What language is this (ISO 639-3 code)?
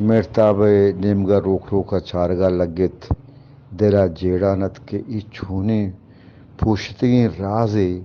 bgp